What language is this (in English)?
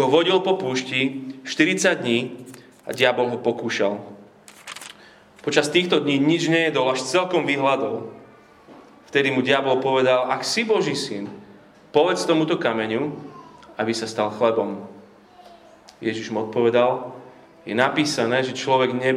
Slovak